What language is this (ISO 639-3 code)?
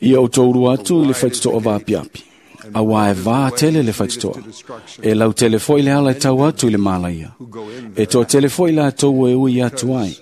smo